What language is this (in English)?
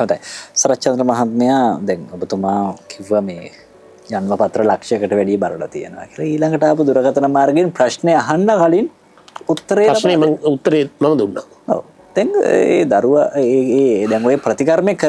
Sinhala